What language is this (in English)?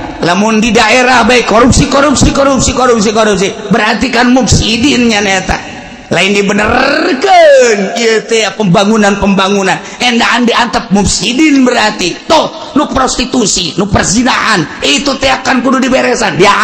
Sundanese